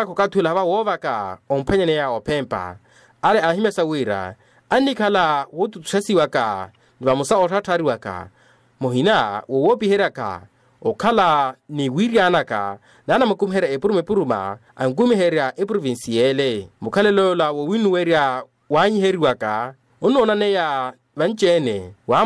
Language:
Makhuwa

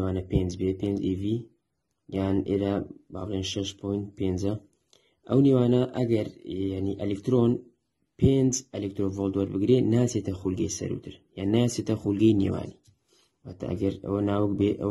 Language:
Central Kurdish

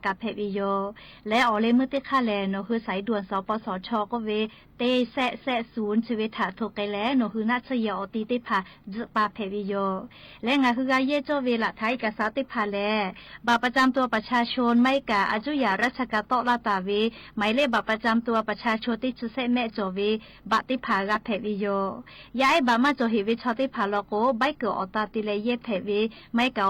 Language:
Lahu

